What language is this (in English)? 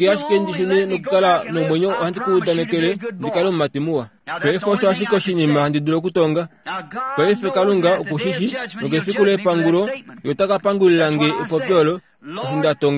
Kuanyama